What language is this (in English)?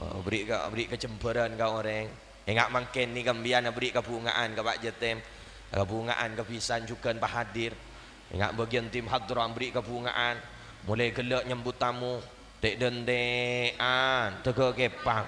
Madurese